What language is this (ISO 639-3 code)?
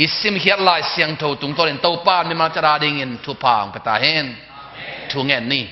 ctd